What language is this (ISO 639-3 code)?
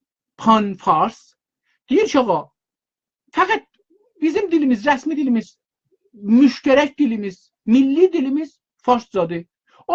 azb